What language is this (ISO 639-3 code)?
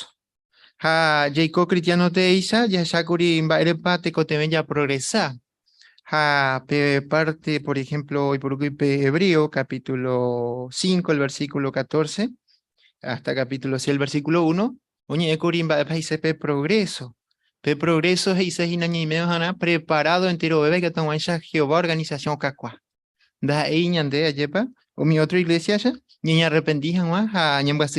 grn